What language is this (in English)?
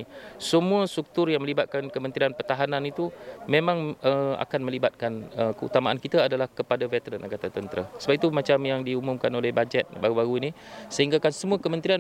Malay